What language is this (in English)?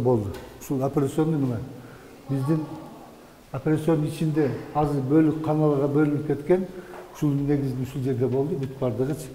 Kyrgyz